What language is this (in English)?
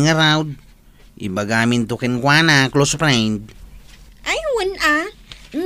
Iloko